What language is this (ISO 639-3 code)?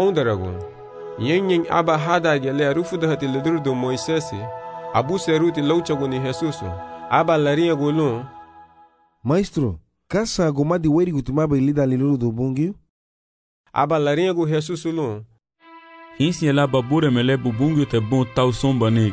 cab